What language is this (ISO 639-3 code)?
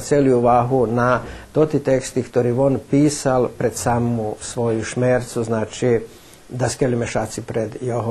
rue